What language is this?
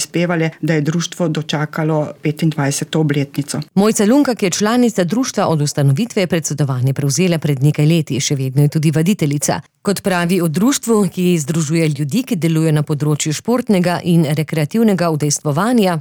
Slovenian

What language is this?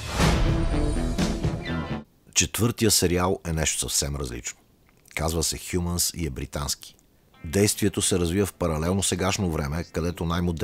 Bulgarian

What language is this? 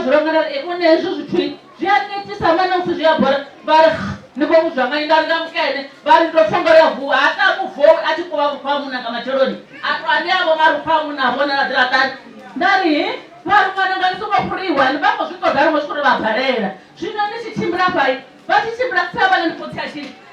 Venda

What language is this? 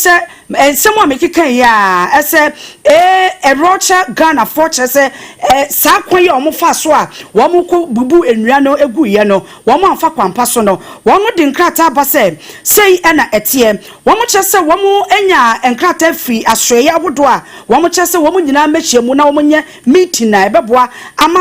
Akan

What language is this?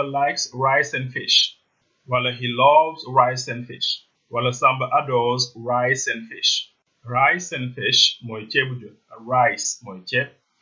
Wolof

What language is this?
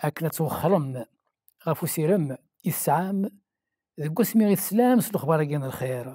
Kabyle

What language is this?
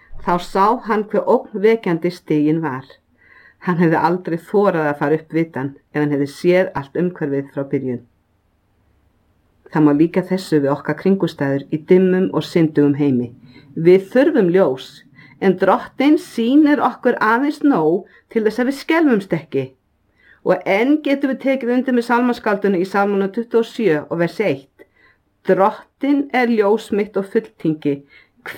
Icelandic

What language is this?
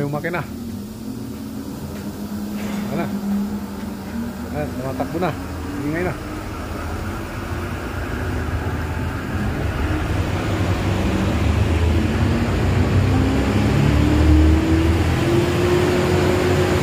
Filipino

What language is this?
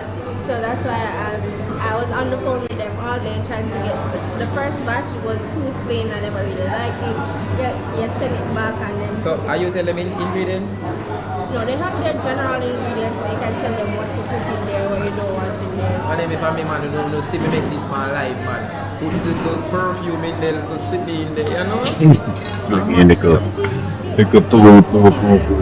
Jamaican Creole English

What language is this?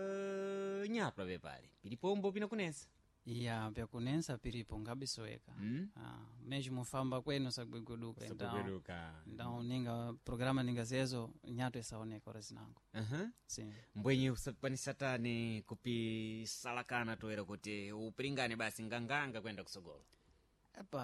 Sena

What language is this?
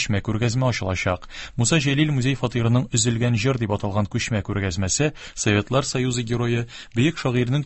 Tatar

